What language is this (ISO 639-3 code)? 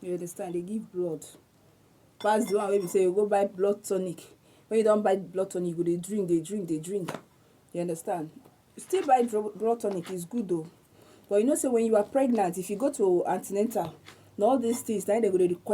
pcm